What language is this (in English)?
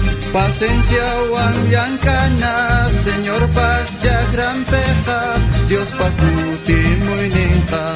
South Bolivian Quechua